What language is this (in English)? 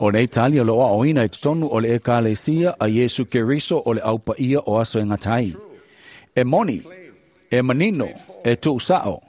Samoan